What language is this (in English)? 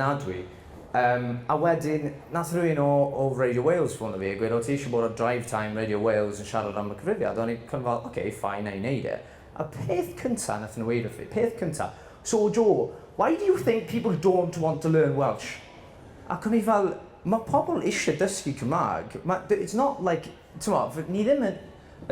Welsh